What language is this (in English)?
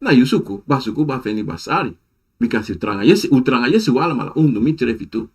Sranan Tongo